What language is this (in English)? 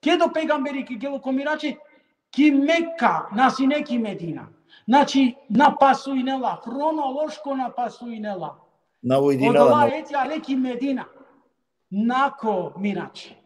Balkan Romani